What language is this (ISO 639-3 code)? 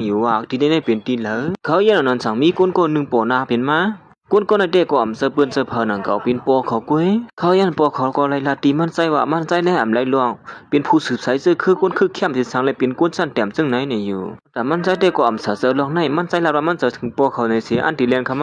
shn